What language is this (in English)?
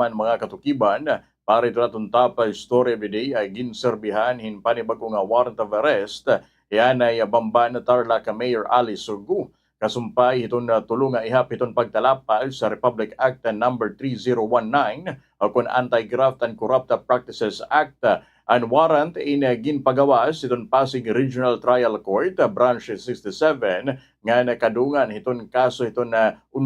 Waray